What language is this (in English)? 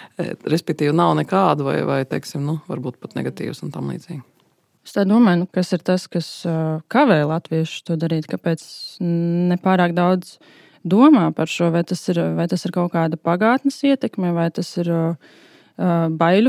Latvian